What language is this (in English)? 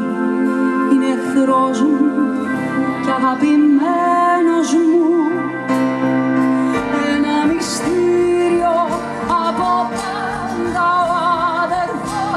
Greek